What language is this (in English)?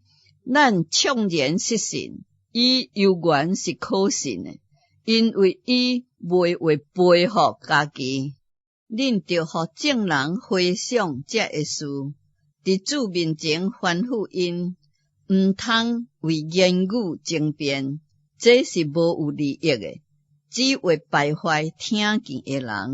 Min Nan Chinese